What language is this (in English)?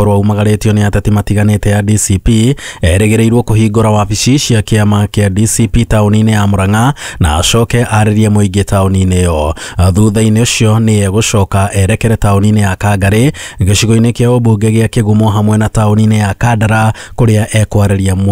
Kikuyu